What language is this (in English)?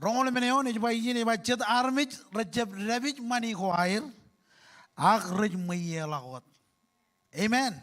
Marshallese